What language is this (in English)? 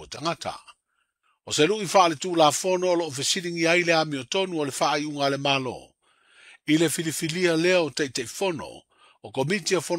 Samoan